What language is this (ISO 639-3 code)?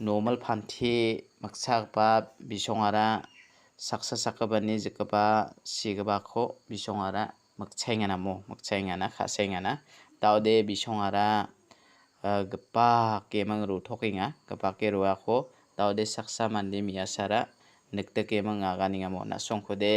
grt